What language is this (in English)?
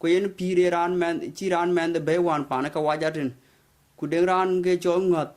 Dinka